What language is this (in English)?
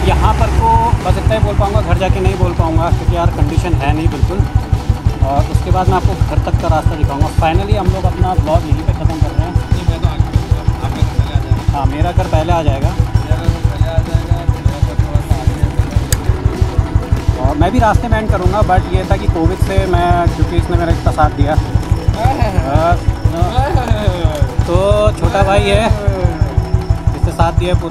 Hindi